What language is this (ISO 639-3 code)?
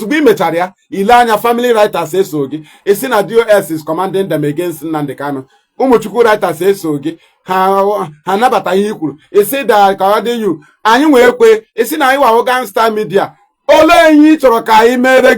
ibo